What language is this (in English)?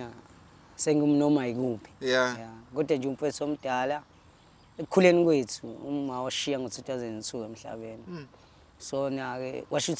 Zulu